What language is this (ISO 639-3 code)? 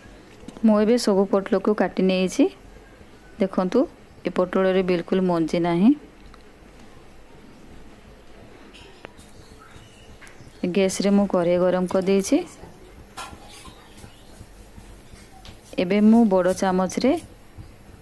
ori